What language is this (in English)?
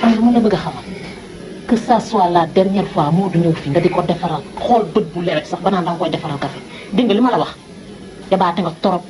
Wolof